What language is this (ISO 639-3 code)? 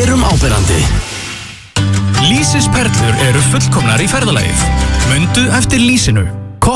isl